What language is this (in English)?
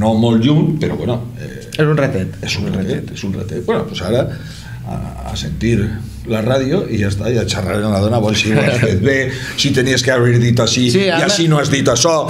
Catalan